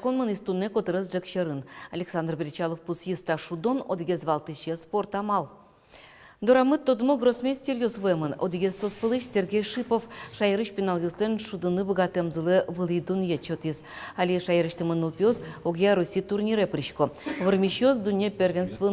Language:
Udmurt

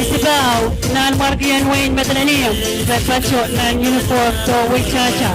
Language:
Pohnpeian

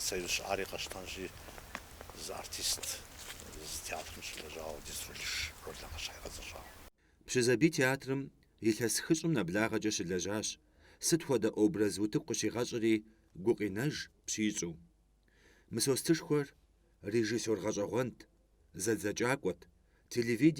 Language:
Kabardian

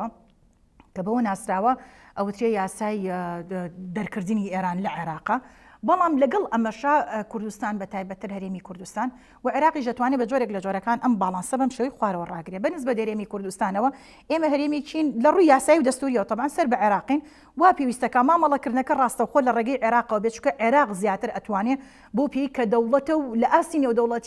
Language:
Central Kurdish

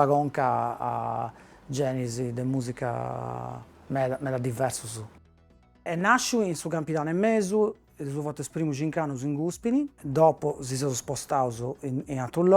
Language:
Sardinian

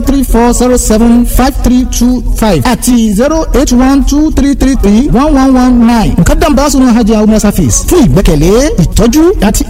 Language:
Yoruba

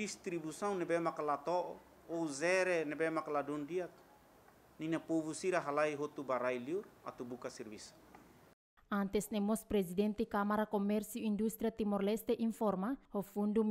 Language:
Tetum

